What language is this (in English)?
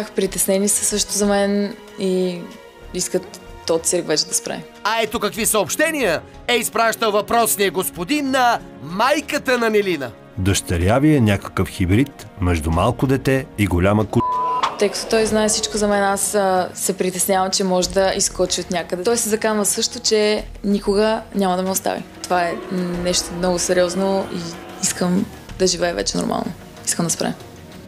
Bulgarian